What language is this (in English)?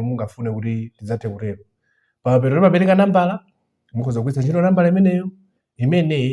Nyanja